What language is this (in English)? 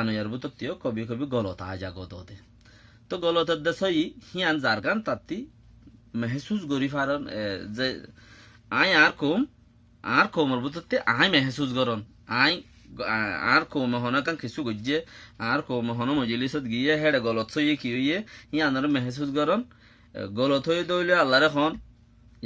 Rohingya